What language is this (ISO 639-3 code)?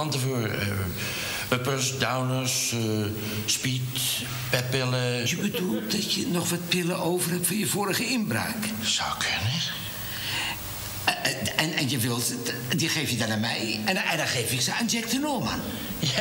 nld